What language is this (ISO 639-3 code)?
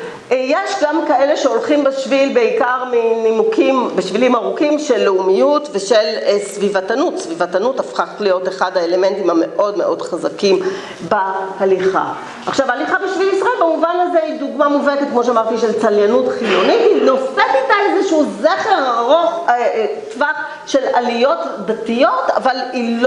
heb